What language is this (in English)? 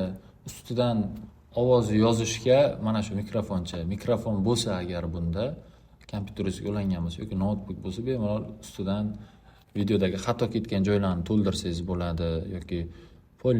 Uzbek